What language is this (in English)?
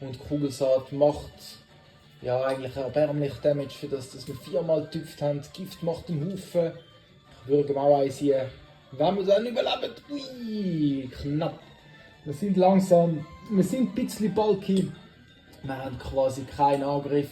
Swiss German